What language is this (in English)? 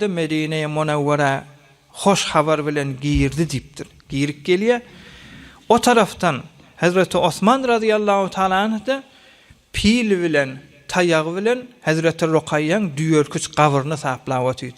Turkmen